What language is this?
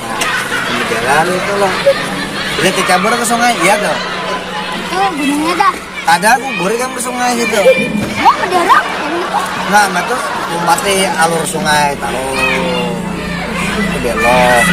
Banjar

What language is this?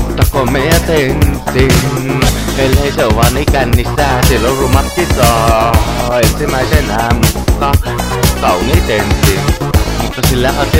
Finnish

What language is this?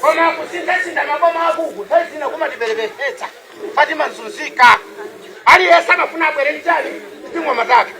Nyanja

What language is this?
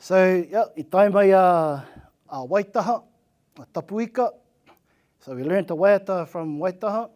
Māori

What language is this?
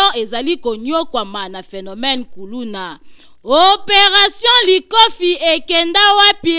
Lingala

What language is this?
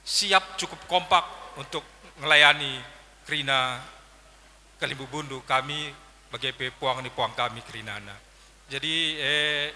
Batak Karo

